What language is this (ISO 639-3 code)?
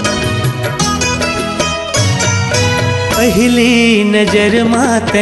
hne